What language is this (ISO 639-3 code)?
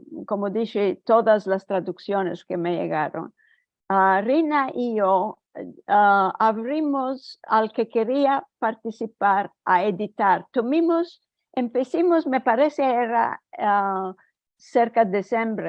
lad